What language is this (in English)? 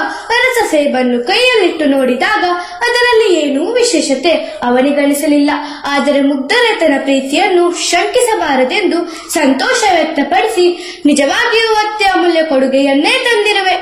Kannada